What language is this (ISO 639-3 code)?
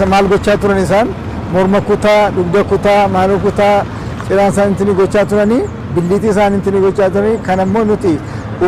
orm